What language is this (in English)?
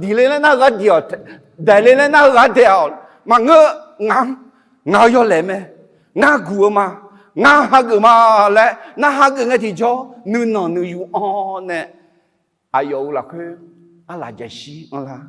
Akha